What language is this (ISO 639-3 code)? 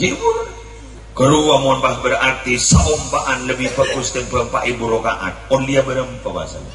mad